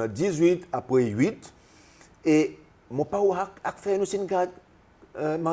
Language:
Seselwa Creole French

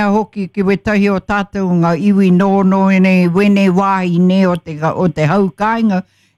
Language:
Māori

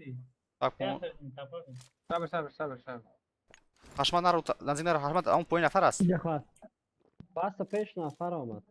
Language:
Persian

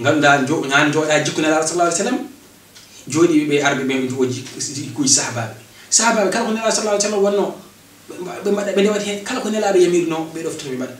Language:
Fula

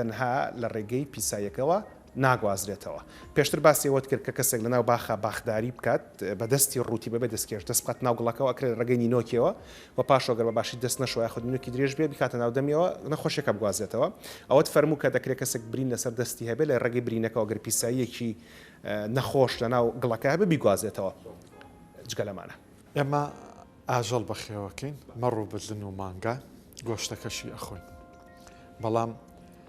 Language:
Central Kurdish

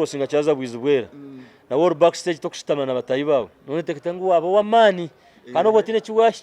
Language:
Nyankole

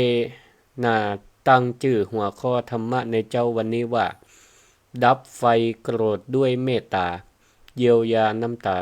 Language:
Northern Thai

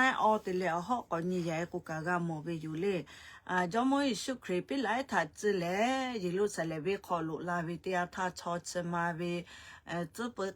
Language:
Lahu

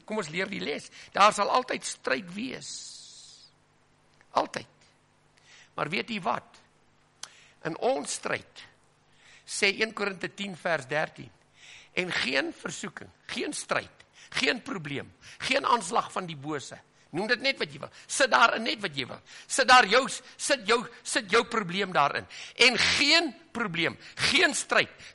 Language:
Afrikaans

